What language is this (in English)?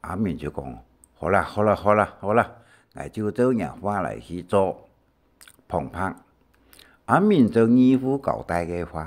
Hakka Chinese